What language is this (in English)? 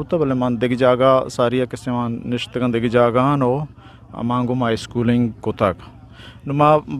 Eastern Balochi